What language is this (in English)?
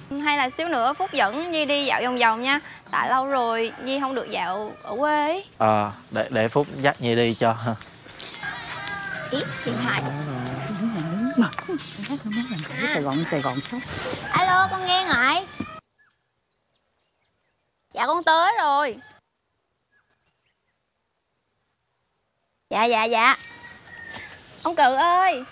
Vietnamese